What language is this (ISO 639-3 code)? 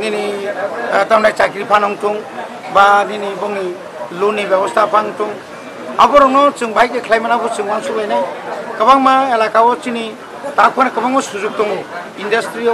trp